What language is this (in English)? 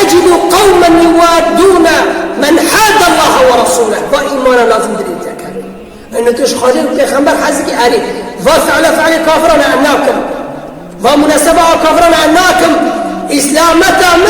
Kurdish